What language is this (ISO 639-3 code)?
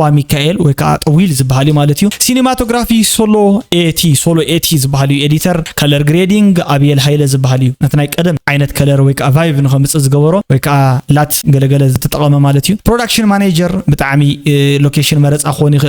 tir